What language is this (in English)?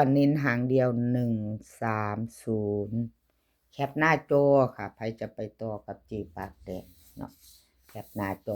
Northeastern Thai